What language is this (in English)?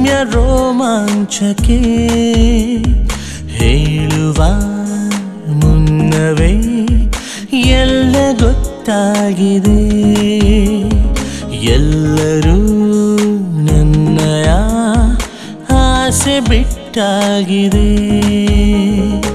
Kannada